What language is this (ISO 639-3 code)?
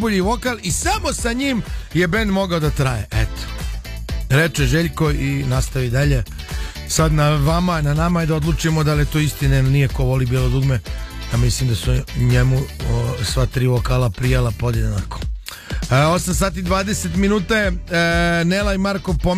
srp